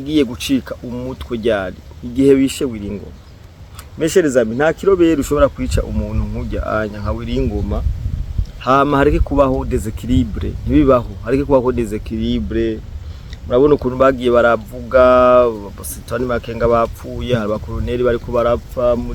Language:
Rundi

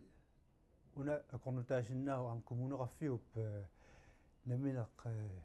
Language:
Kalaallisut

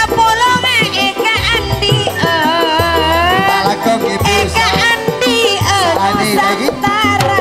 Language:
Madurese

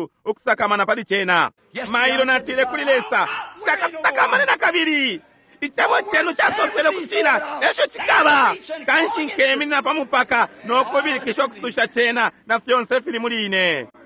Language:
Bemba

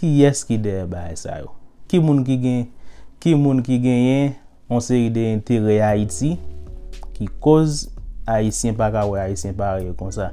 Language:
Haitian Creole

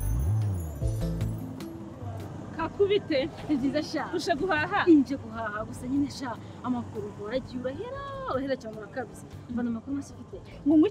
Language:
Kinyarwanda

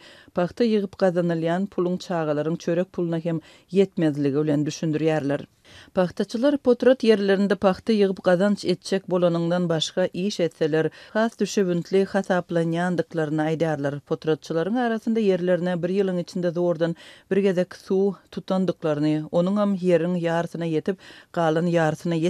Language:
Turkmen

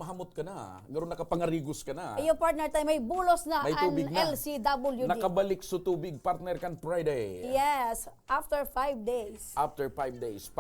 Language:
Bikol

